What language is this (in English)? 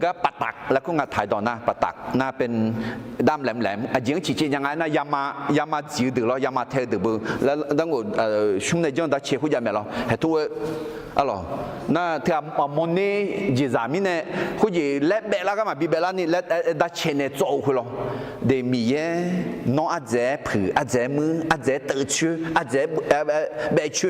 Akha